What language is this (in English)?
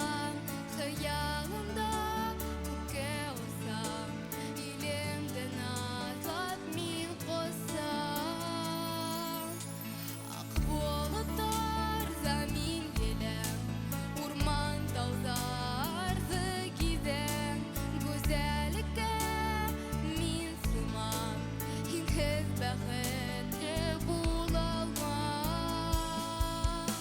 Bashkir